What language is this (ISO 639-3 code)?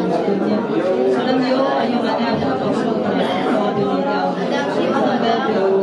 ahk